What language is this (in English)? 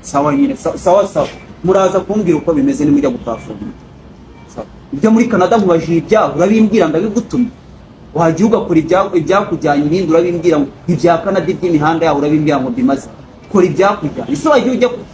Kinyarwanda